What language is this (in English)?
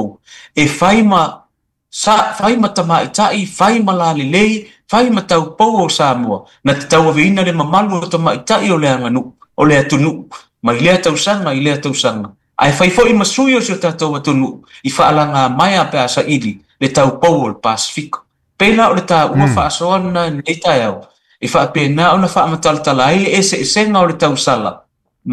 Samoan